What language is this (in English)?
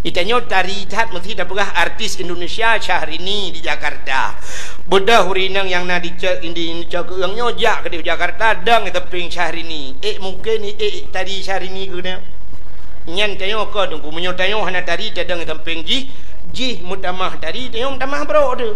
Achinese